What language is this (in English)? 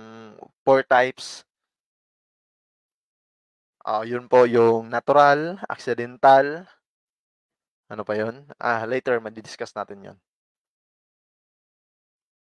Filipino